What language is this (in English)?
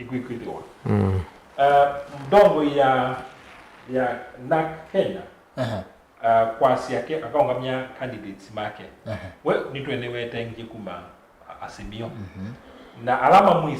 Kamba